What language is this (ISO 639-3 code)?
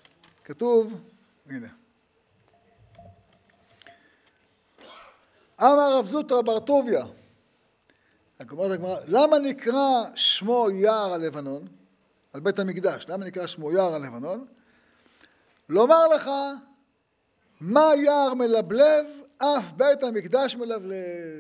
heb